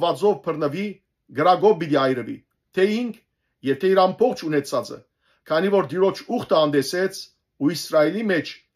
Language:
Western Armenian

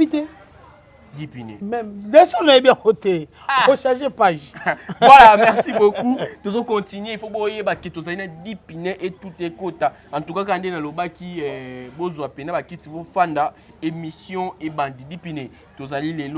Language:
Lingala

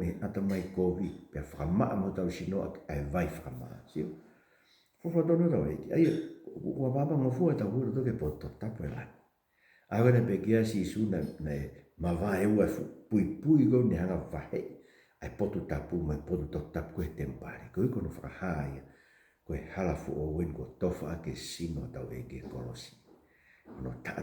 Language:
Tongan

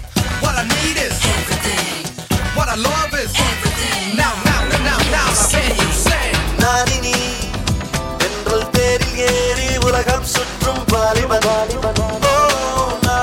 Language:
Tamil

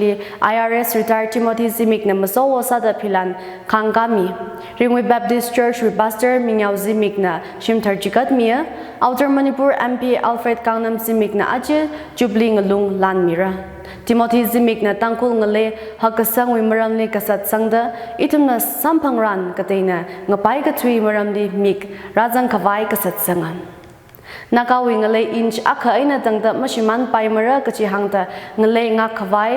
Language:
Tangkhul Naga (India)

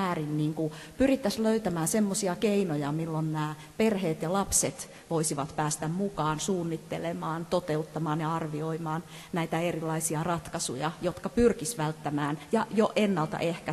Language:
Finnish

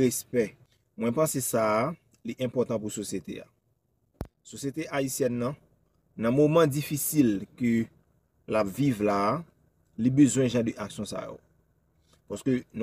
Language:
Haitian Creole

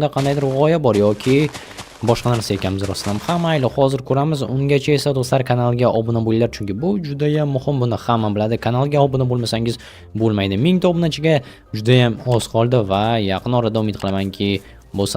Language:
Uzbek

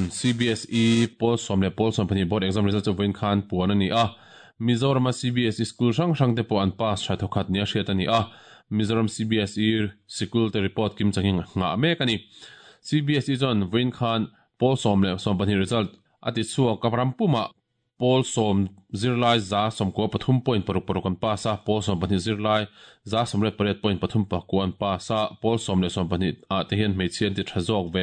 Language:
Mizo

